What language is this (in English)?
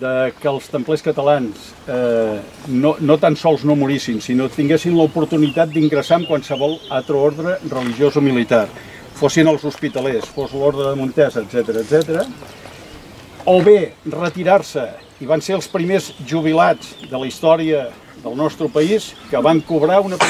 Catalan